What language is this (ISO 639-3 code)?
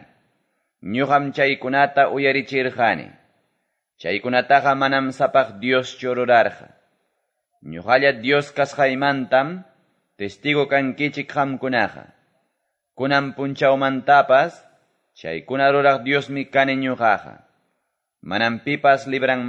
que